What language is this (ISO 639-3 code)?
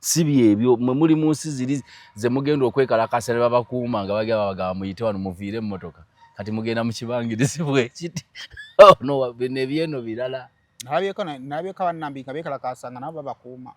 lug